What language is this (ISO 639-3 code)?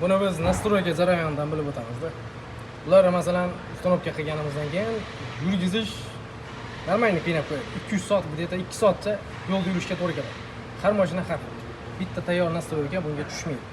uzb